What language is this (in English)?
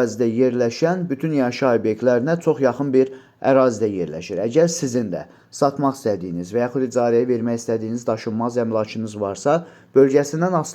Azerbaijani